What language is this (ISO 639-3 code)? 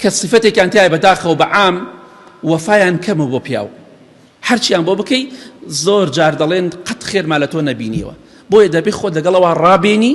ckb